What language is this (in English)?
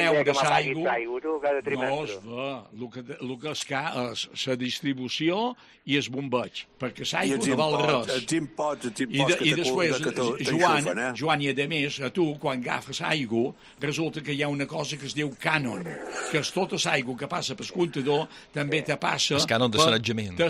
Catalan